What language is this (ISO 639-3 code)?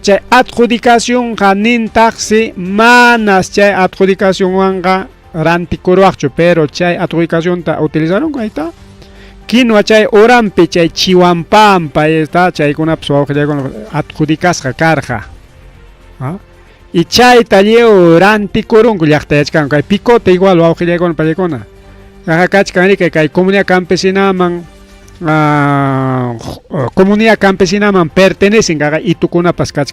quy